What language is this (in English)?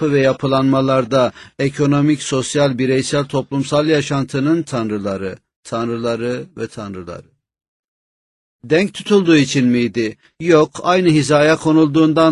Turkish